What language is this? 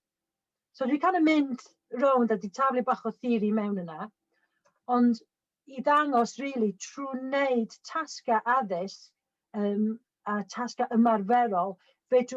Welsh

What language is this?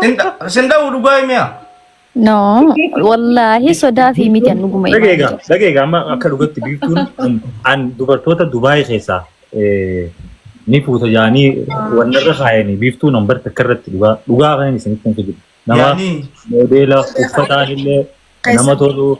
Oromo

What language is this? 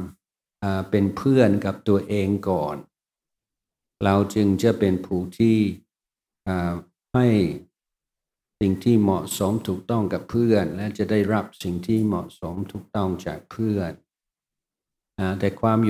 Thai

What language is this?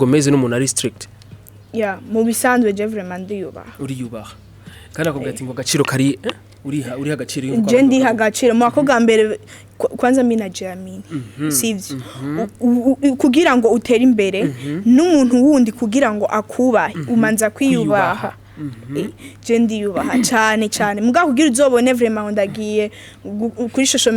Rundi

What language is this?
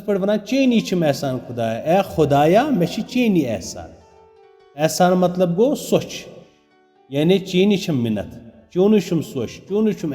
Kashmiri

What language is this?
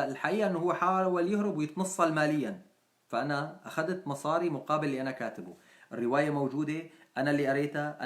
North Levantine Arabic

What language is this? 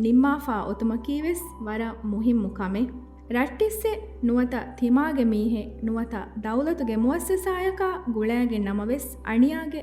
Divehi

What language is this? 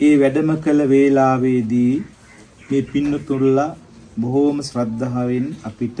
Sinhala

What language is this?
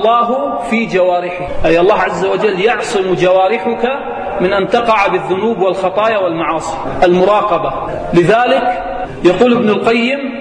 Arabic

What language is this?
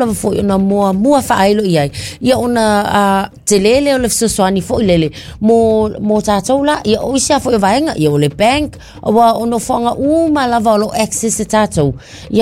Samoan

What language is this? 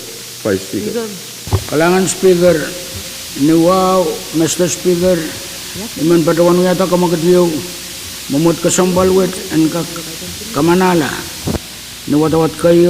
Pohnpeian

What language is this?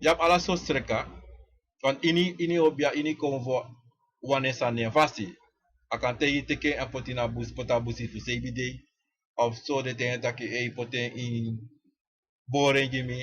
Sranan Tongo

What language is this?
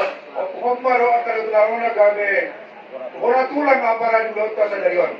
Batak Toba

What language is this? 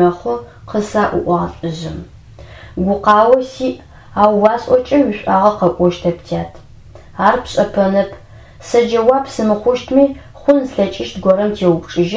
Adyghe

